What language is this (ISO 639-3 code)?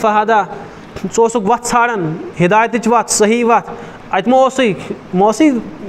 kas